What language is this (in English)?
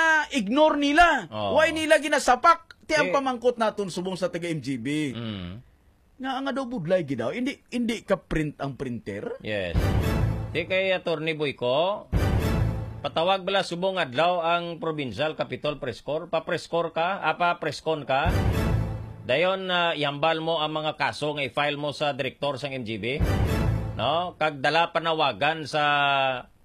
Hiligaynon